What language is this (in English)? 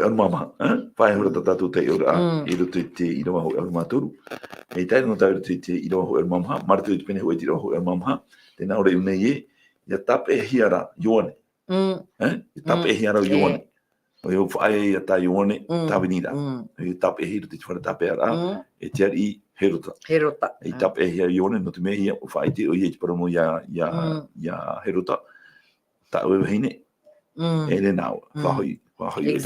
Tahitian